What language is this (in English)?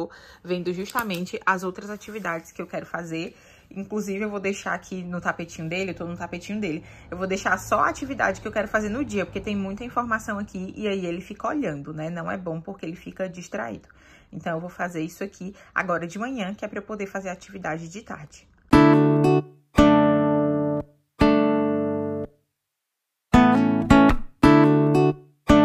Portuguese